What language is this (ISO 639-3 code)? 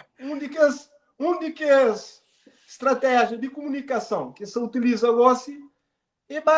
kea